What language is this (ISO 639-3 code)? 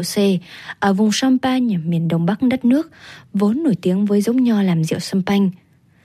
vie